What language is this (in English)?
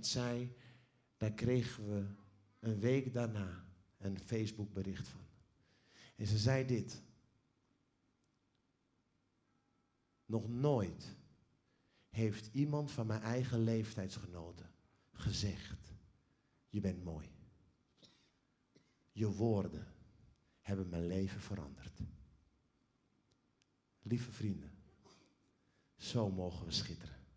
Dutch